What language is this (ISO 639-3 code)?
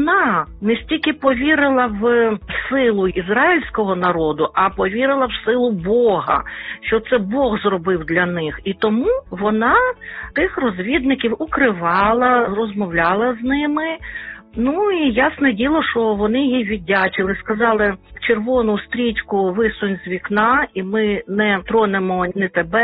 ukr